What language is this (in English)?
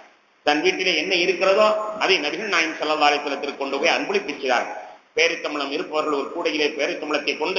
Tamil